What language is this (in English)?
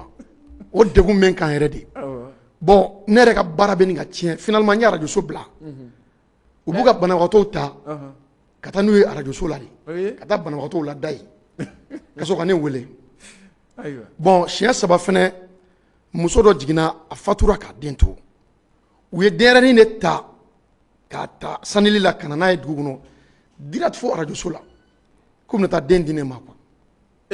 Bambara